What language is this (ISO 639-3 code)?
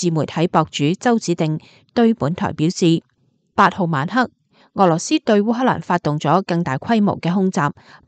yue